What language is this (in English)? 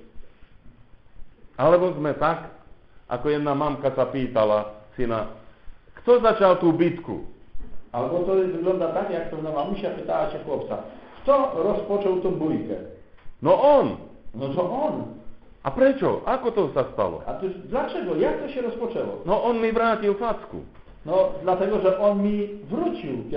Slovak